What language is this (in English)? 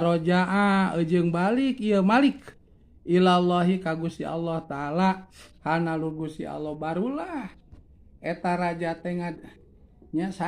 Sundanese